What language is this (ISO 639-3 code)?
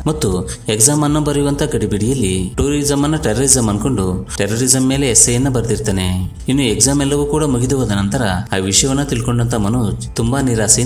kan